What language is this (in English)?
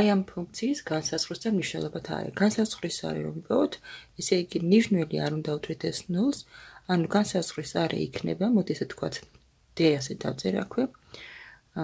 Georgian